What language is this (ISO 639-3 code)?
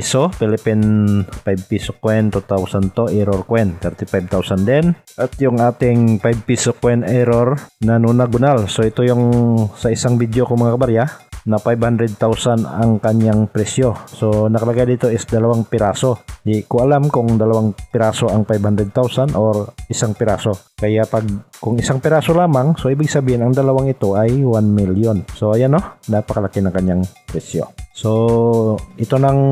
fil